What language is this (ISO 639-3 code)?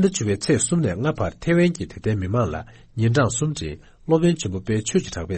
bod